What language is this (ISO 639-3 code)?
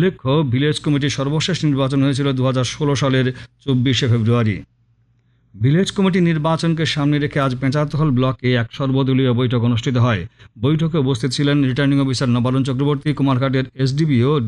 ben